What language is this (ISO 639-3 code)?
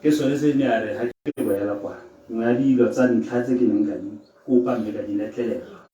tsn